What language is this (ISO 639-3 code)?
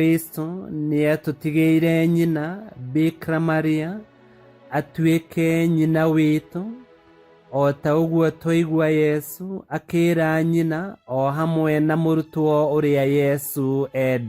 kik